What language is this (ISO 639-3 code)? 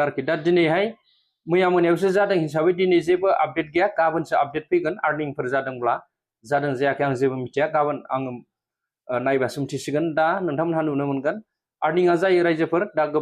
brx